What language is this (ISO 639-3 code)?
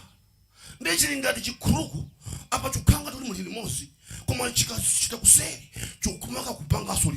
nya